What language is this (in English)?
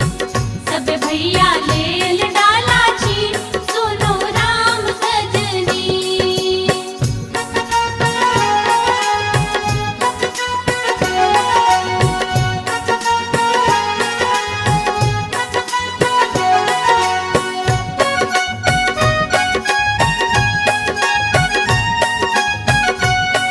Maithili